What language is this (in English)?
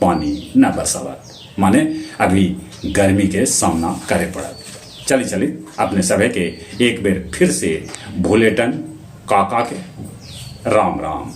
Magahi